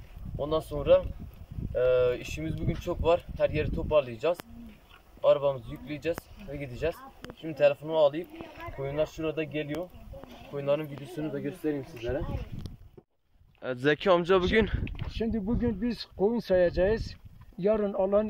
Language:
Turkish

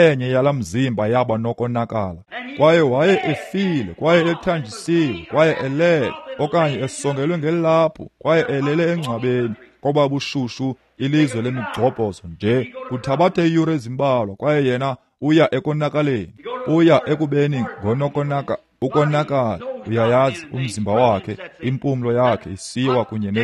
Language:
Xhosa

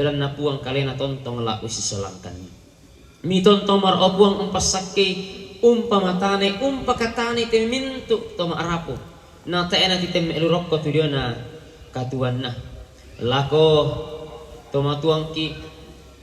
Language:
Toraja-Sa'dan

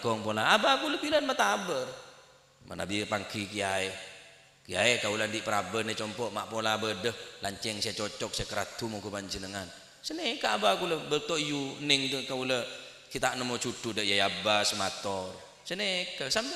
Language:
Madurese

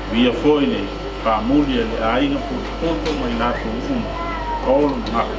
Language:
Samoan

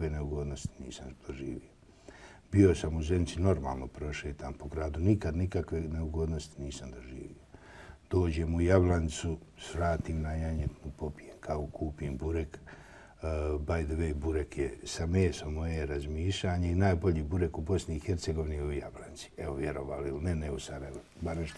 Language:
Bosnian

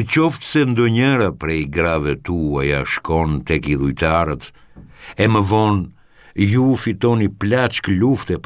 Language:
Albanian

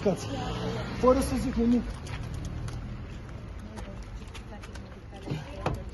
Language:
Romanian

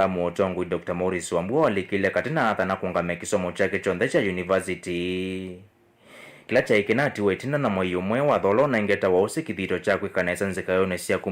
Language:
Kamba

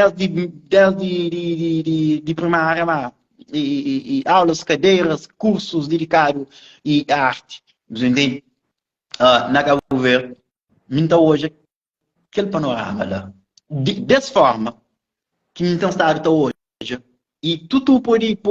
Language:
Kabuverdianu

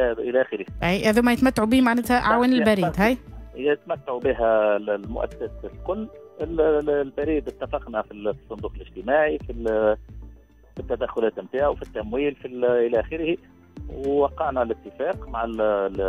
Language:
Tunisian Arabic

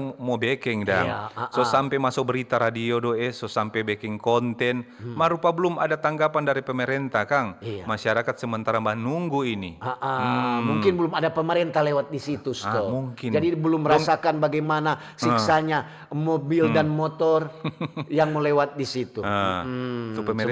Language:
Manado Malay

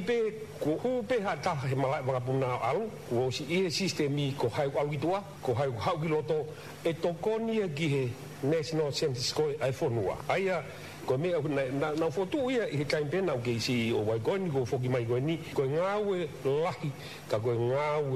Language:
Tongan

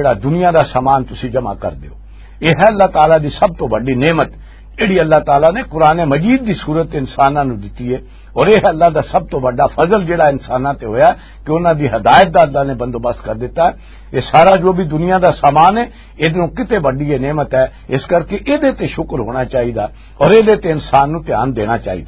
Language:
Western Panjabi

